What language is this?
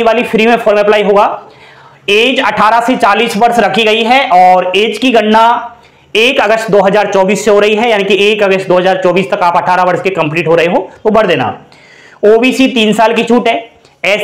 Hindi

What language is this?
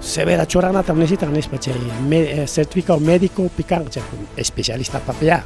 Ayacucho Quechua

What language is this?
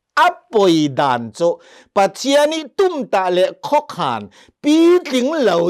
Hakha Chin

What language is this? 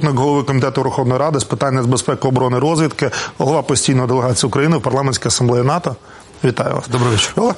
Ukrainian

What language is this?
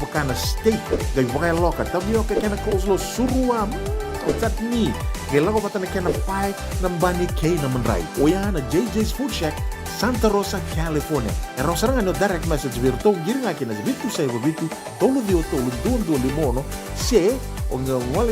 Fijian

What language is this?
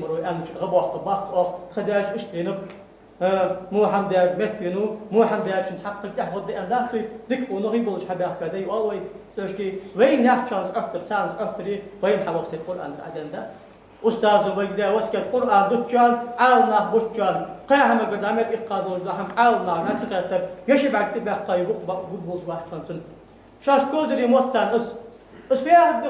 Ingush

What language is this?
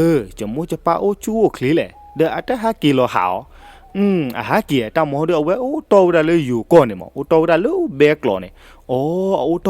S'gaw Karen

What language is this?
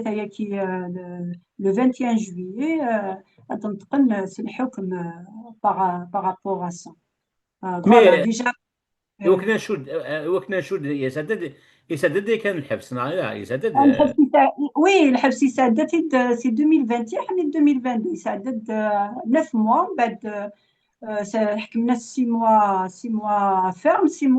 Kabyle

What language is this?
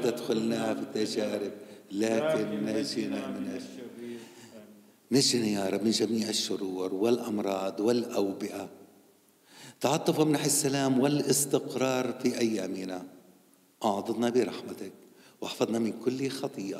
Arabic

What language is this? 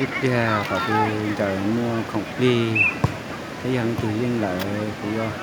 Hmong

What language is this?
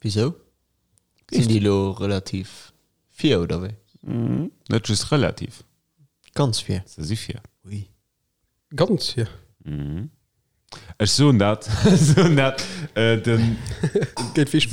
Luxembourgish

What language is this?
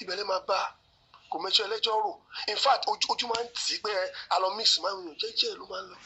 Yoruba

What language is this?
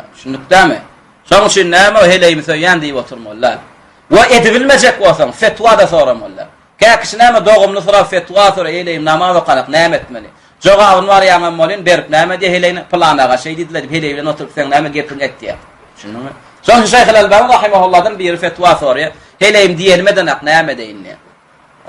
Turkmen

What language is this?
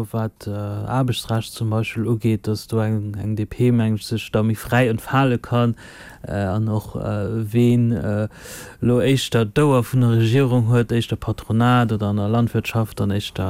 Luxembourgish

